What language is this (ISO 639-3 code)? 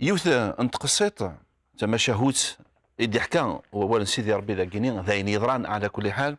kab